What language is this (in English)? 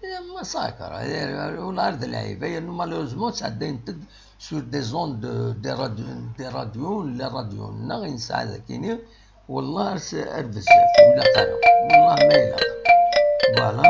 Kabyle